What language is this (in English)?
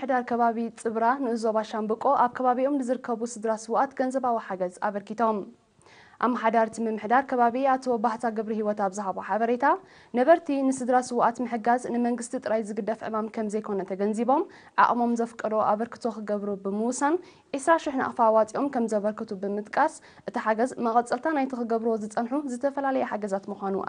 Tigrinya